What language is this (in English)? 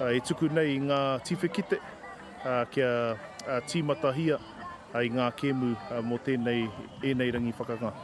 Māori